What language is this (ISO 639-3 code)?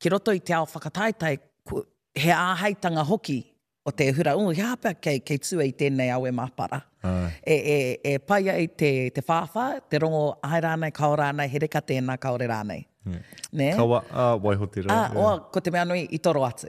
mri